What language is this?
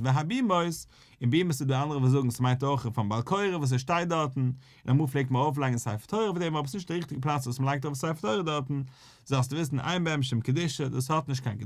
Yiddish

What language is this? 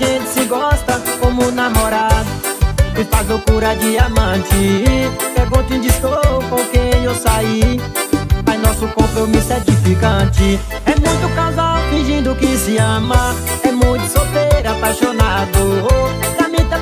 Portuguese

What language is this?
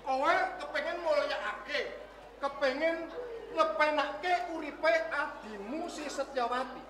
Javanese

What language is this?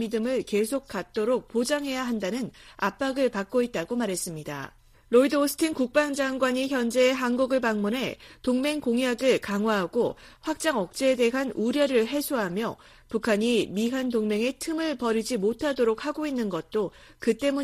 Korean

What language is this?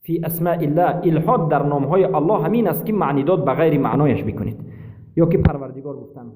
Persian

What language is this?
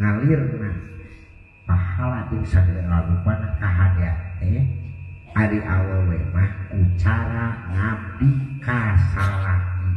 Sundanese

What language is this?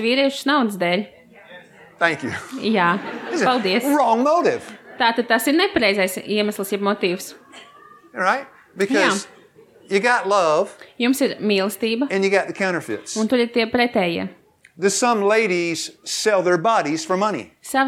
Latvian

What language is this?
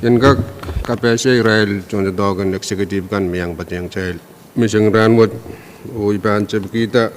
Pohnpeian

